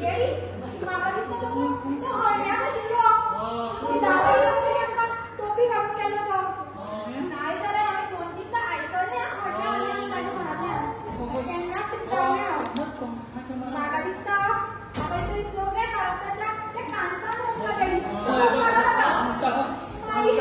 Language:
Konkani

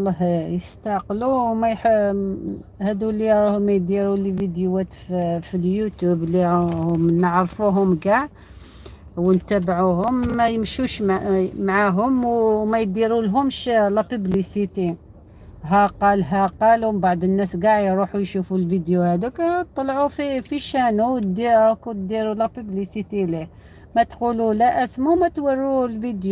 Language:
Algerian Arabic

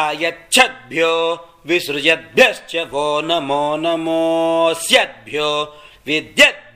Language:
Sanskrit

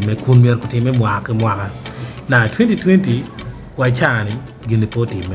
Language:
Acoli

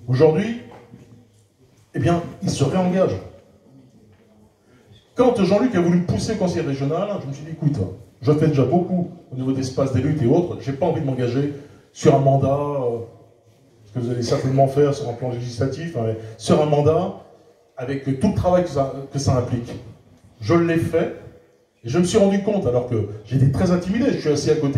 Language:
French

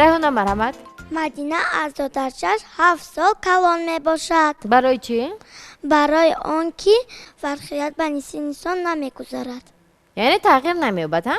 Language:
Tajik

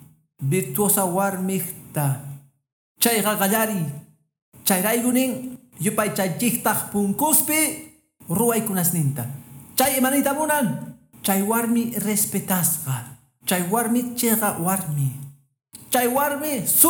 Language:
Quechua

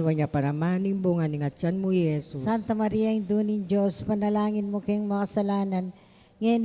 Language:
Pampanga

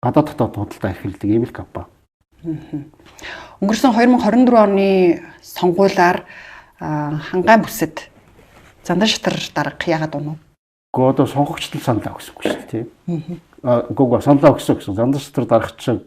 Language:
Mongolian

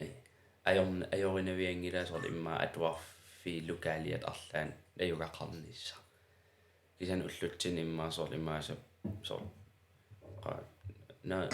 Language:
Kalaallisut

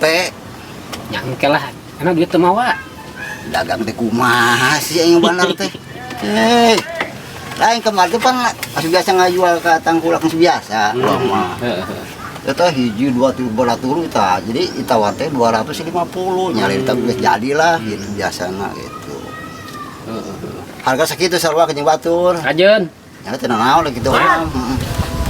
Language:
Sundanese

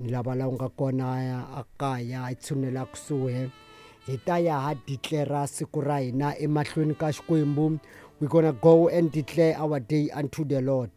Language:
Tsonga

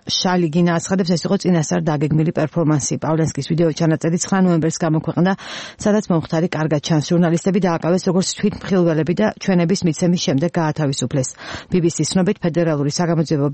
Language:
Georgian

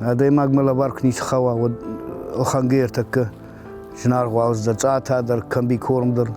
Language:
Ossetic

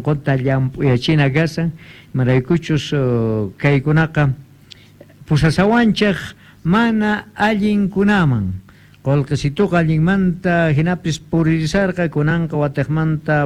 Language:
Quechua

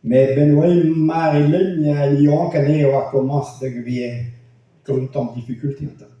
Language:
Breton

